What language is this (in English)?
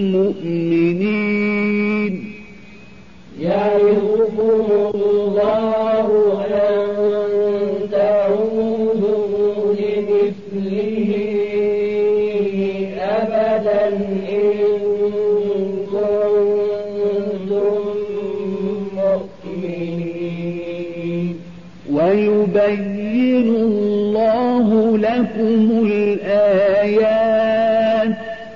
Arabic